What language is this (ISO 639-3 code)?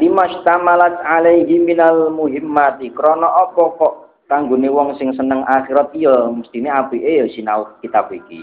jav